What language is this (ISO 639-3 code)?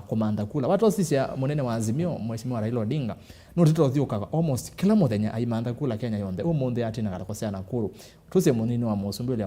kam